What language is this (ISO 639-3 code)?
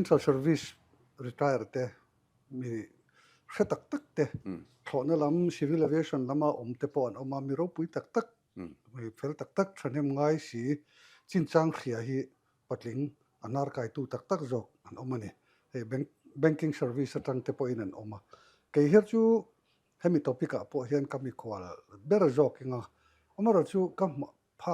lus